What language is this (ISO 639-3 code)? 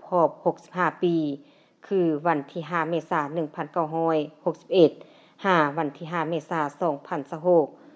lao